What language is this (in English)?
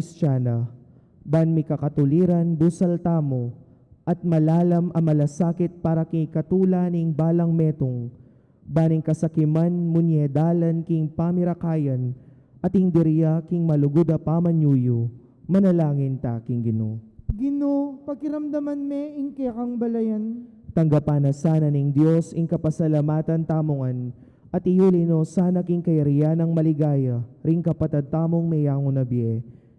Pampanga